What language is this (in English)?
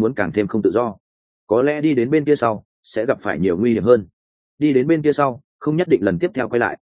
Vietnamese